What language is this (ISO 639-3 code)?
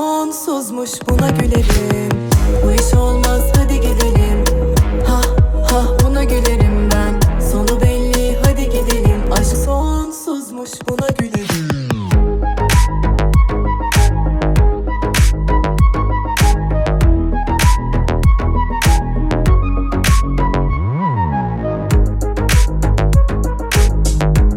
tur